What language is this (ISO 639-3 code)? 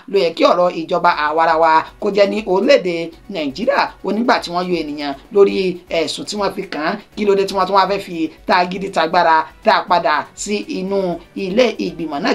yor